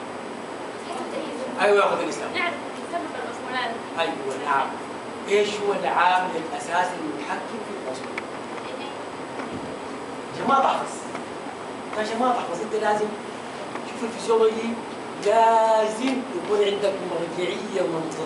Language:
Arabic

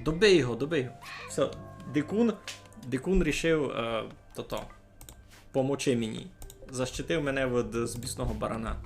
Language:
Rusyn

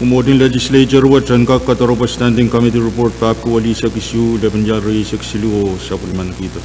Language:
Pohnpeian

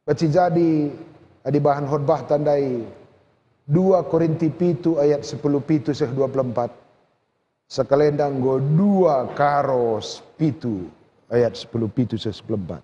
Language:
Batak Karo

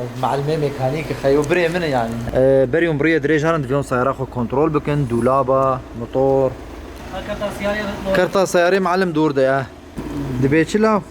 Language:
Kurdish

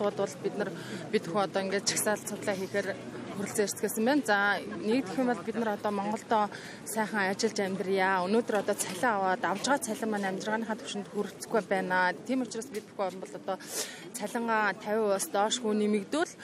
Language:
Mongolian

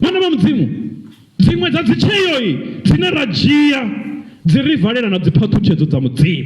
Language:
Venda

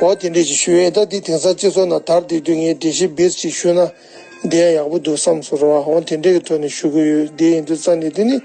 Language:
Tibetan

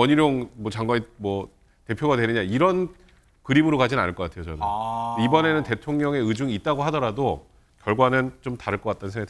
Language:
Korean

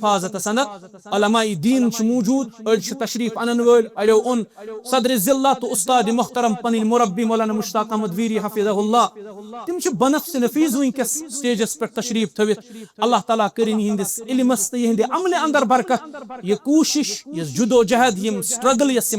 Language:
Kashmiri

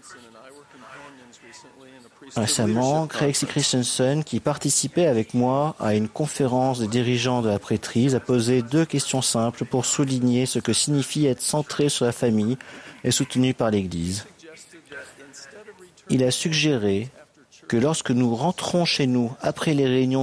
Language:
French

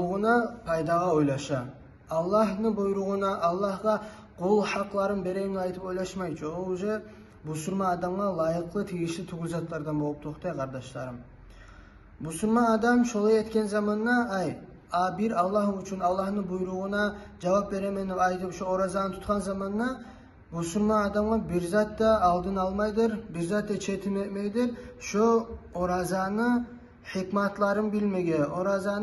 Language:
Kumyk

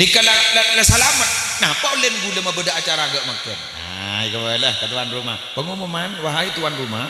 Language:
Madurese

